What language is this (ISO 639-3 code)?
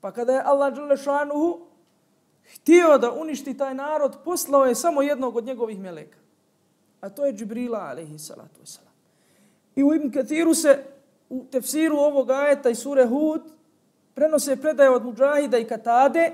bos